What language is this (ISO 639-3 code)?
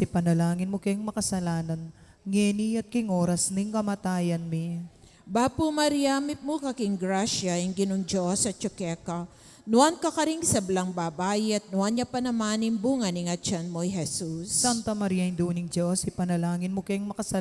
pam